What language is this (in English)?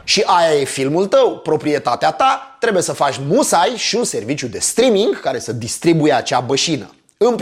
Romanian